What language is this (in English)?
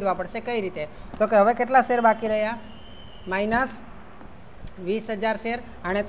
Gujarati